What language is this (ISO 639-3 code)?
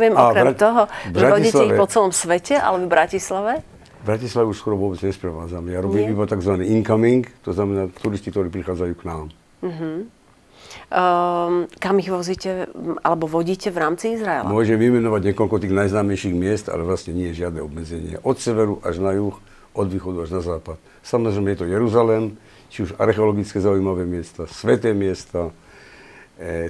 slk